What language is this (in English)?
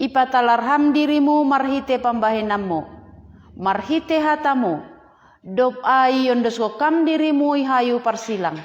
Batak Simalungun